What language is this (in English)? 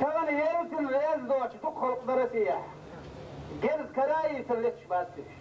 Chechen